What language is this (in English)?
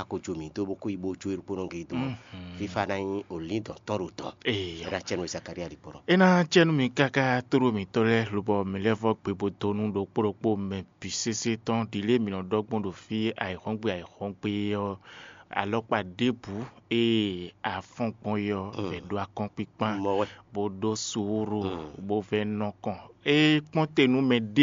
Fon